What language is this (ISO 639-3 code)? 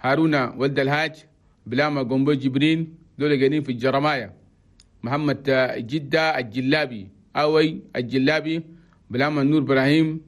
shu